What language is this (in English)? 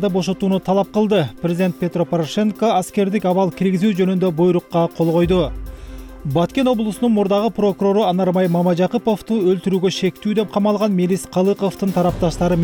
Kyrgyz